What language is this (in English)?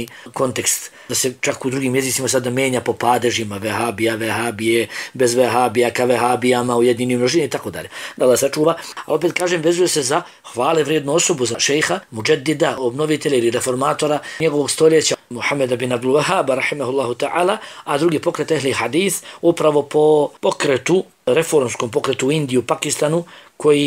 Bosnian